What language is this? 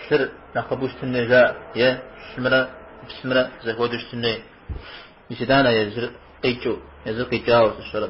Kabardian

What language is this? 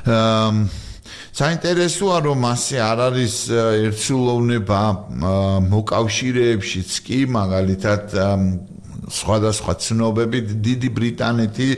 Georgian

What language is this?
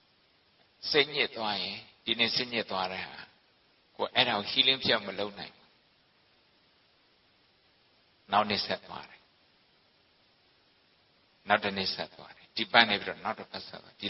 Burmese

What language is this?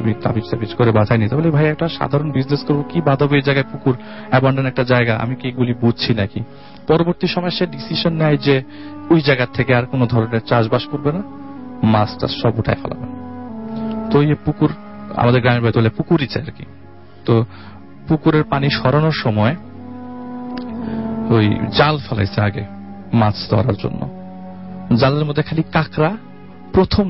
Bangla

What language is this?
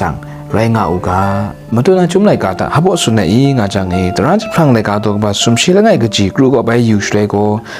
Kachin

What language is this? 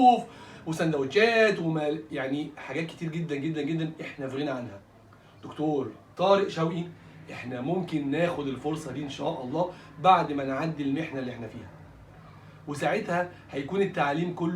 Egyptian Arabic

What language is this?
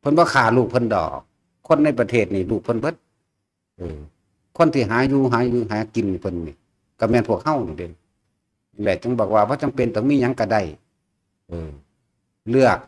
Northeastern Thai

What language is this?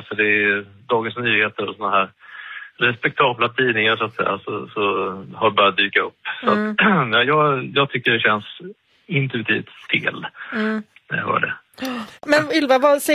Swedish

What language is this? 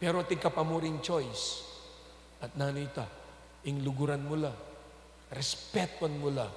Pampanga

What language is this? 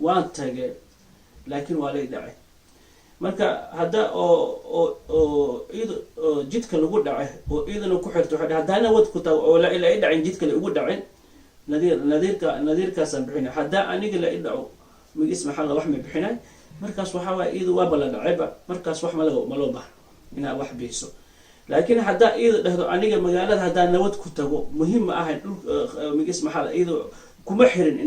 Somali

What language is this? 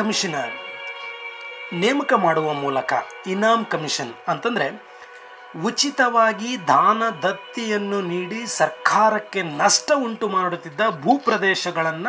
Kannada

